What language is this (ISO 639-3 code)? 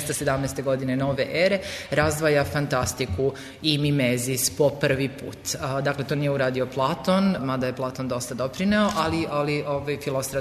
srp